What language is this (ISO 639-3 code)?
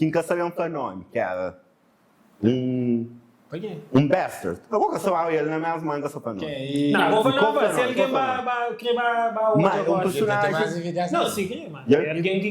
kea